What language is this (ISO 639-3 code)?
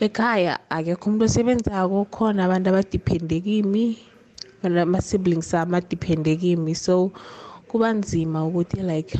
nbl